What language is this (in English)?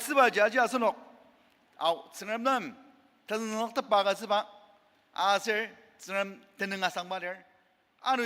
Ao Naga